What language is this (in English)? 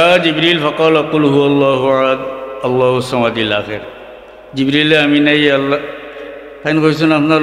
Sylheti